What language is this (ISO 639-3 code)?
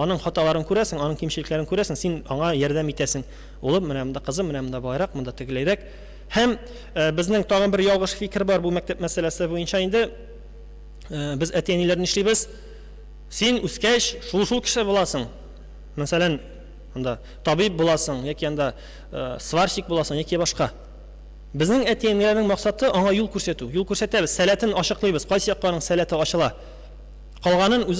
tat